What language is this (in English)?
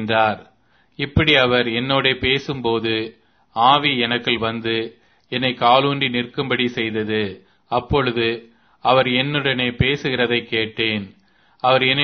Tamil